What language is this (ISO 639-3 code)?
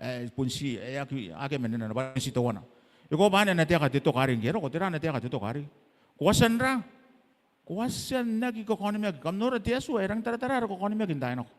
gil